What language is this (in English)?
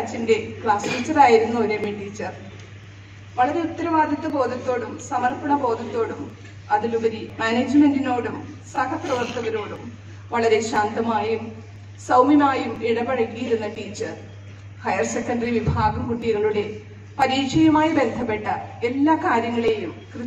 Malayalam